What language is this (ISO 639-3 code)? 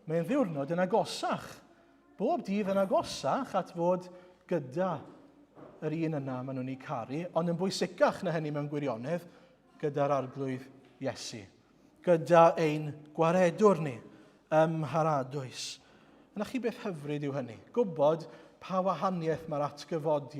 cym